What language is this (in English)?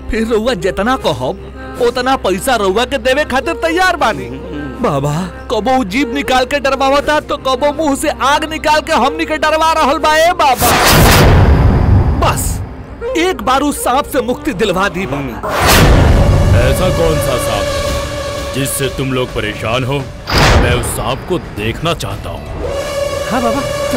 Bhojpuri